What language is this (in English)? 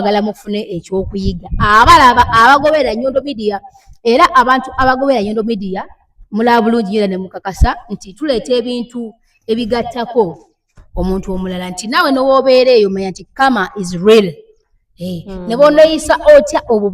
Ganda